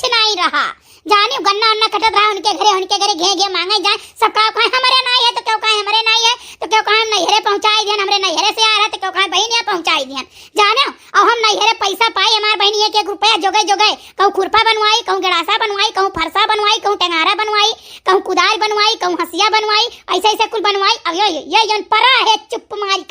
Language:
Awadhi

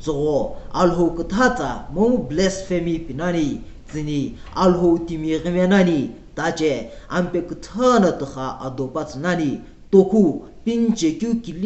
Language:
Sumi Naga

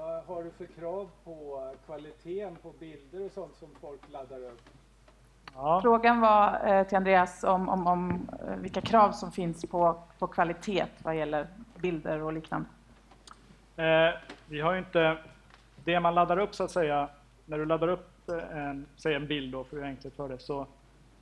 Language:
Swedish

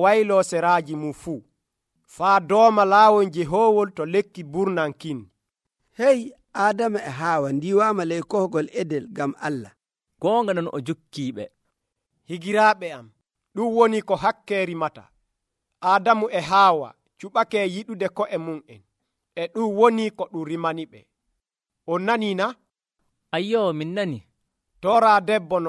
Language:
Nigerian Fulfulde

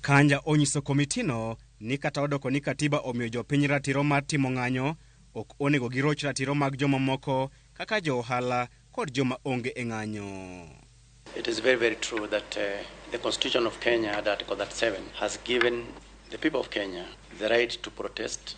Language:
Luo (Kenya and Tanzania)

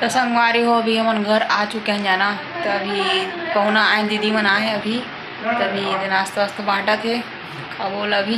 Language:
Chhattisgarhi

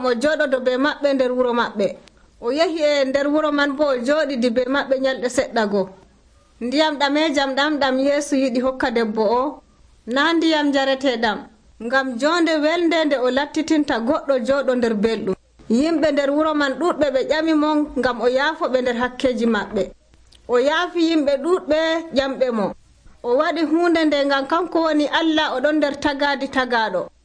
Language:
Nigerian Fulfulde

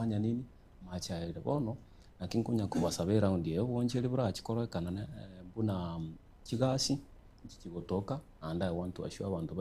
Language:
Gusii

